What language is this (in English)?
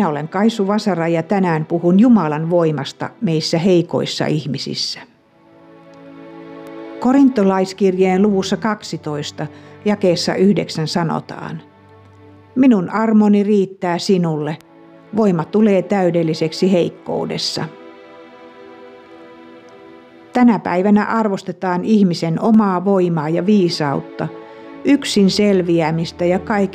Finnish